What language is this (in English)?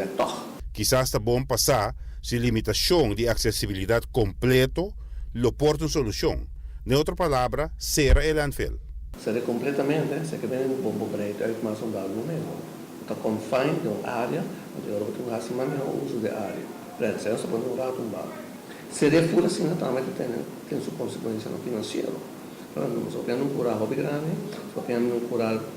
Papiamento